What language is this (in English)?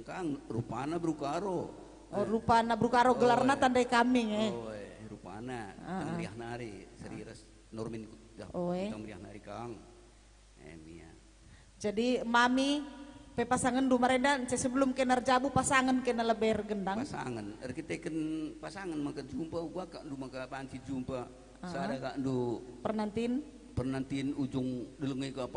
Batak Karo